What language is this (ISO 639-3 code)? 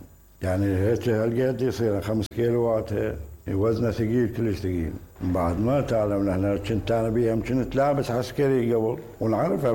acm